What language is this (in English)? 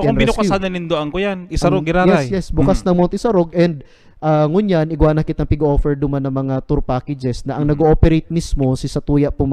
Bikol